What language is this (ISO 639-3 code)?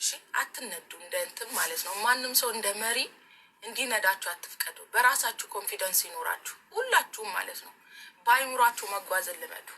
amh